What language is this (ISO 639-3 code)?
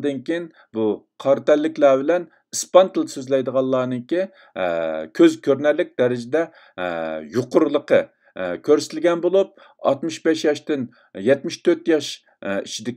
uig